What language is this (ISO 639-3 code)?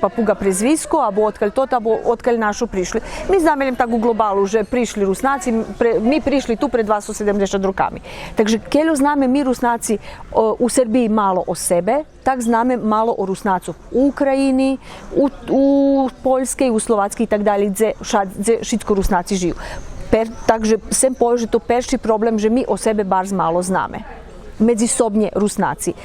rue